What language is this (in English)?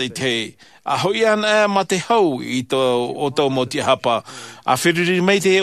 Tahitian